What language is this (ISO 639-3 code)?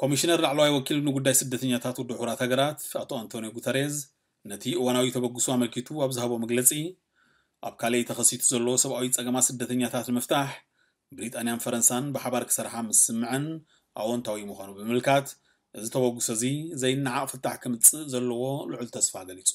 tir